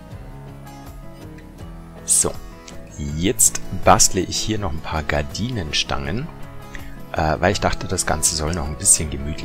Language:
German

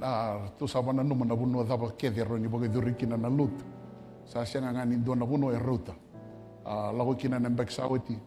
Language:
Fijian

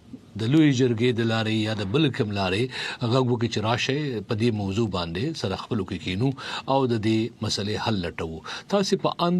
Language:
Pashto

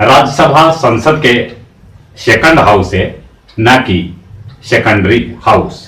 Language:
Magahi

